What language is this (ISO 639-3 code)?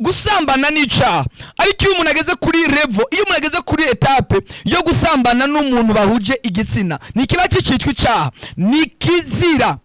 run